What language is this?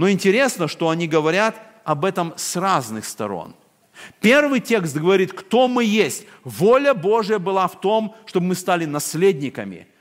Russian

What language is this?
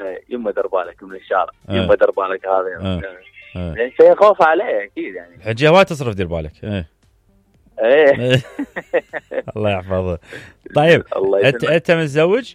Mesopotamian Arabic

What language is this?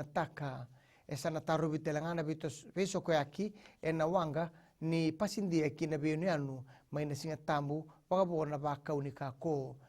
Fijian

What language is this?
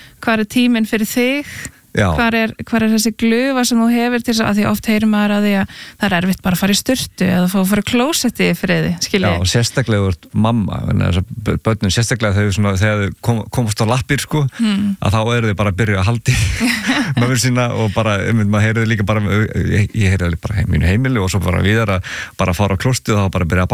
Icelandic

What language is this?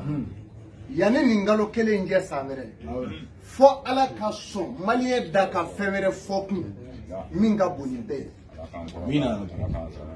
Bambara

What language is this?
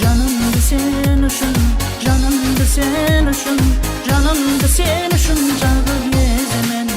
Kara-Kalpak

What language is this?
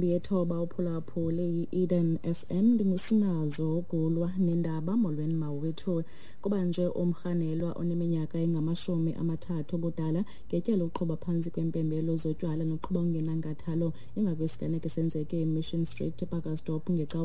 Xhosa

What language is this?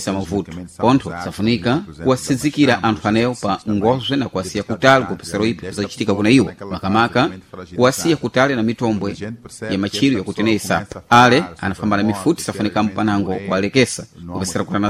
Sena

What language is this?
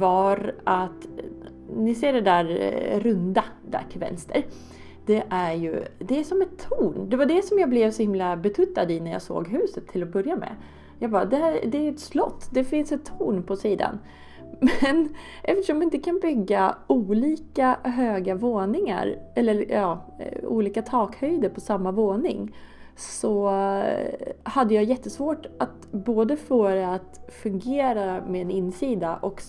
Swedish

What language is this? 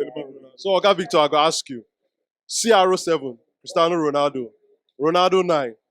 Nigerian Pidgin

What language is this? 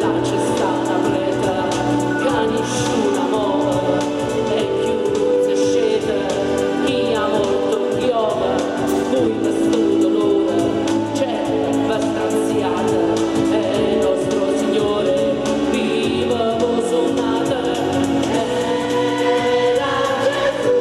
Neapolitan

